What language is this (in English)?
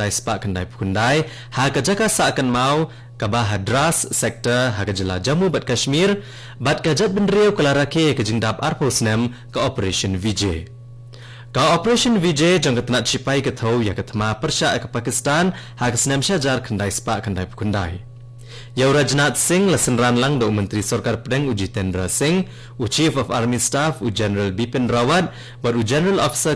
Khasi